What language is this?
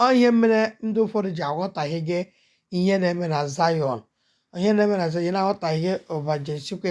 Igbo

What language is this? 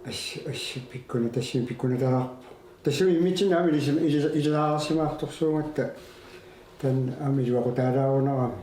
Kalaallisut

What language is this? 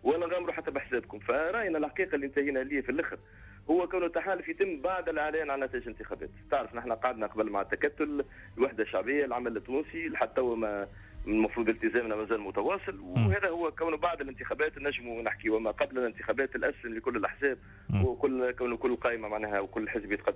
Tunisian Arabic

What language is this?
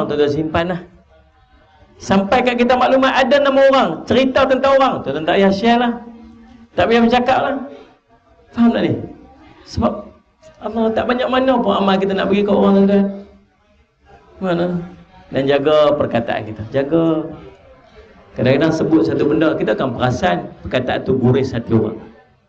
Malay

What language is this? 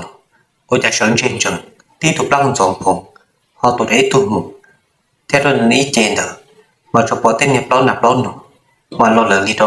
Hmong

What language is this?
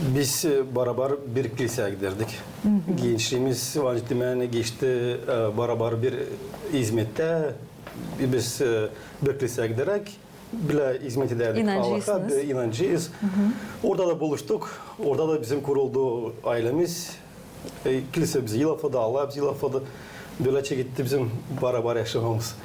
Gagauz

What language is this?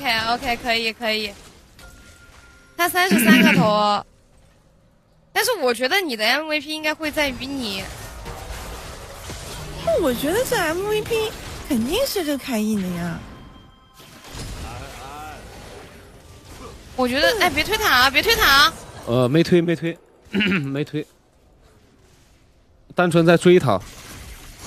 Chinese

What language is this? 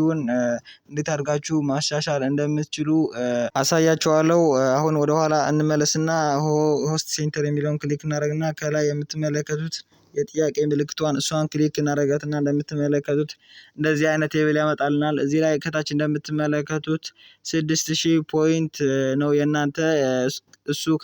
Amharic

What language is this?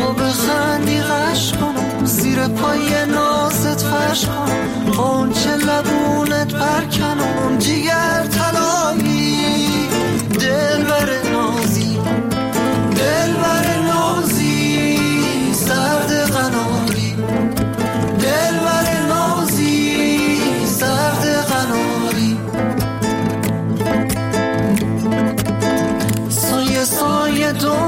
Persian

